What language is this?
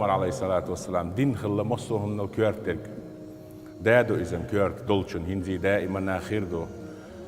Chechen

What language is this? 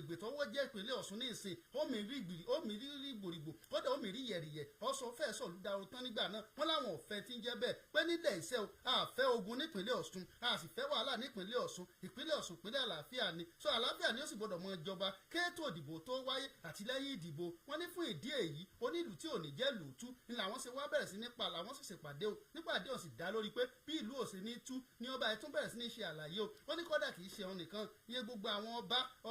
Yoruba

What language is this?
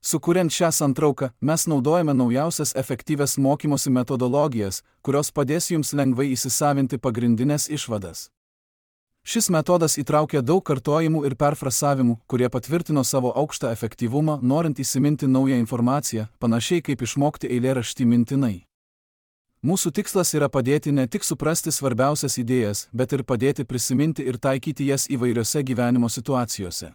Lithuanian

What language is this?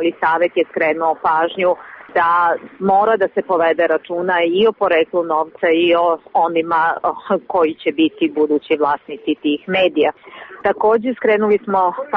Serbian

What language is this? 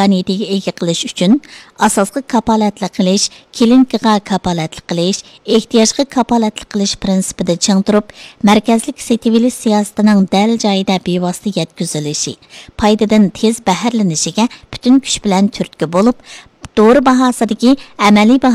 Uyghur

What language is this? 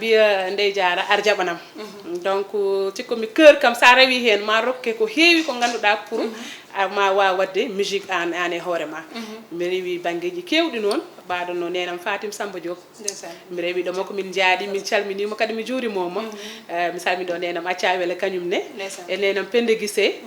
Fula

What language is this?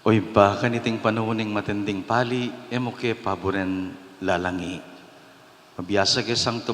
Pampanga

